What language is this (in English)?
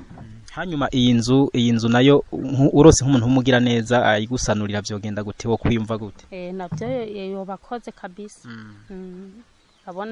Rundi